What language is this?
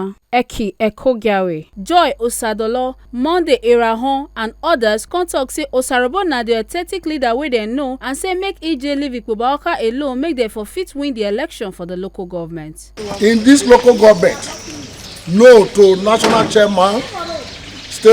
Nigerian Pidgin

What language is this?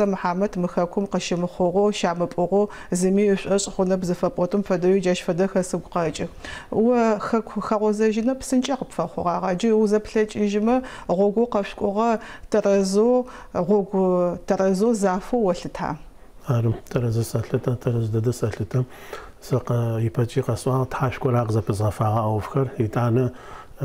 Adyghe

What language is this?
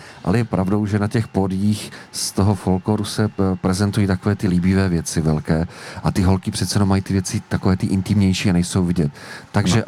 Czech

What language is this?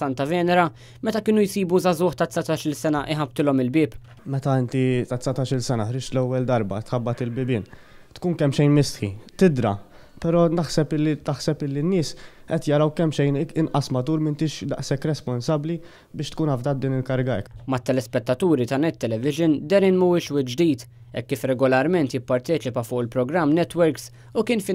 Maltese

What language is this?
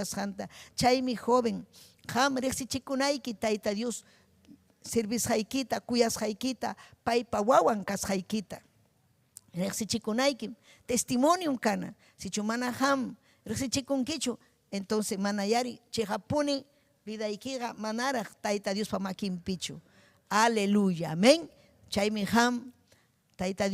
Ayacucho Quechua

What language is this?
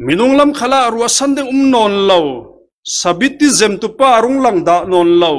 Falam Chin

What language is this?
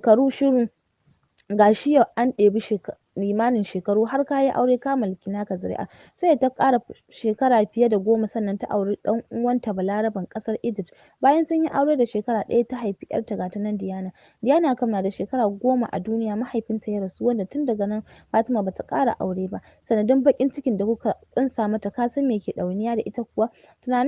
Hausa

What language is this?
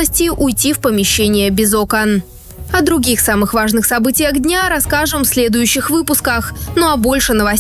Russian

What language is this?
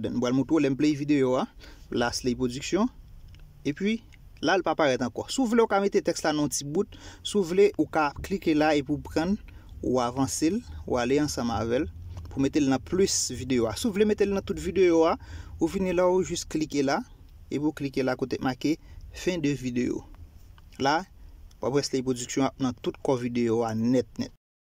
Haitian Creole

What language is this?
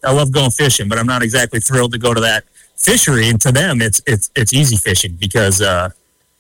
English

